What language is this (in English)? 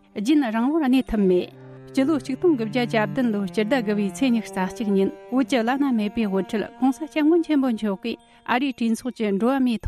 Tibetan